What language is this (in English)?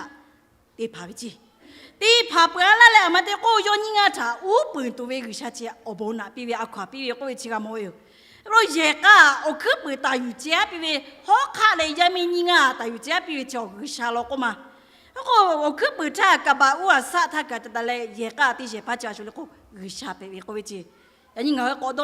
Lahu